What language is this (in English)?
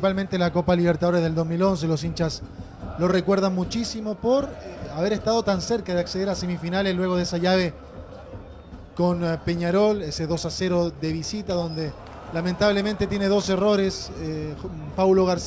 Spanish